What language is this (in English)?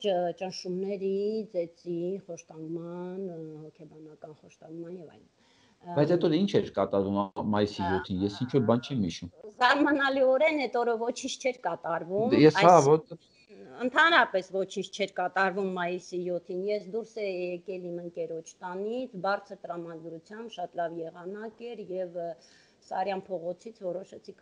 Armenian